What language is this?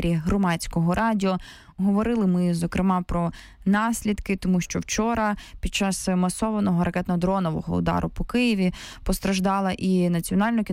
Ukrainian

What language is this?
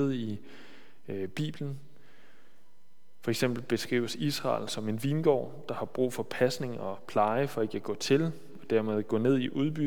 Danish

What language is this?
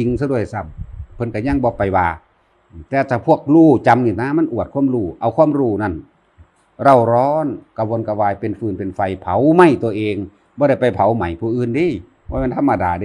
Northeastern Thai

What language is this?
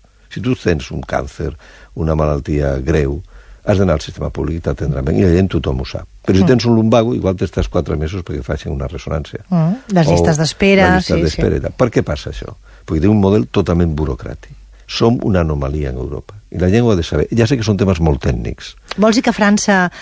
Catalan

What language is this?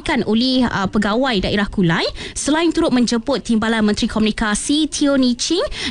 Malay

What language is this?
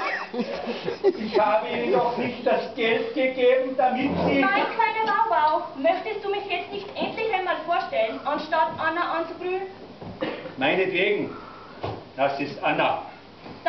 German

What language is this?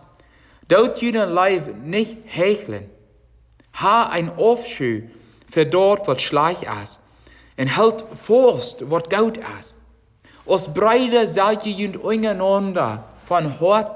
Plautdietsch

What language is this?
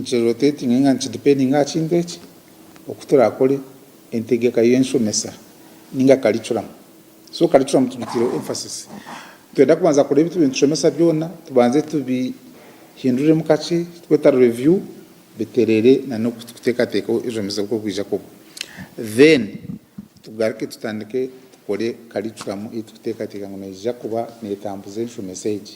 Nyankole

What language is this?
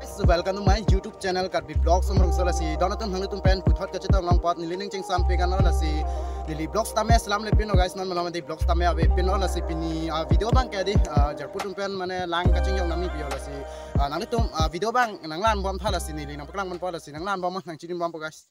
Karbi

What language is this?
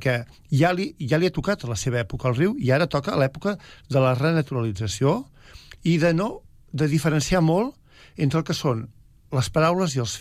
Catalan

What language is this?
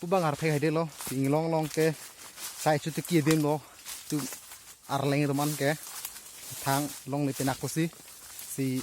Karbi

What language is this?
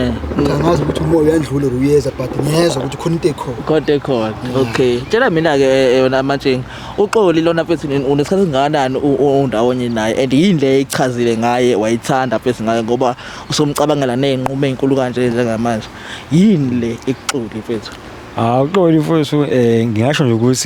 Zulu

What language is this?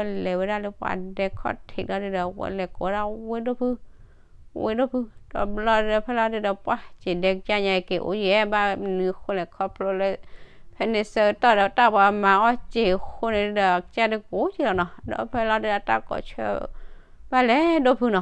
S'gaw Karen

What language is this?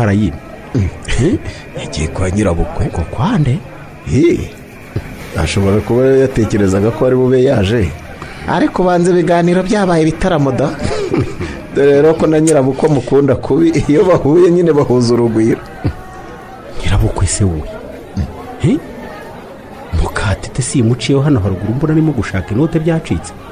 Kinyarwanda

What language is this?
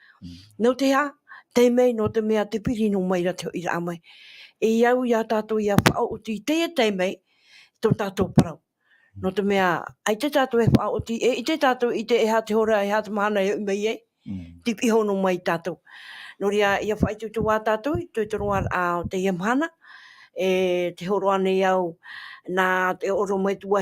Tahitian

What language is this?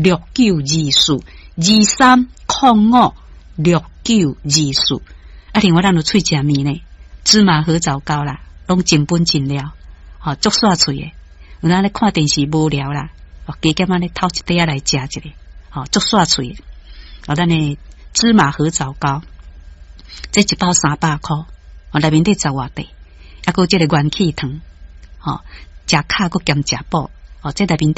Min Nan Chinese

